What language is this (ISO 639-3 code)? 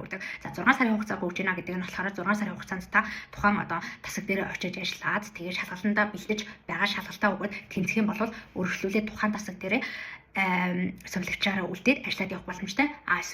mon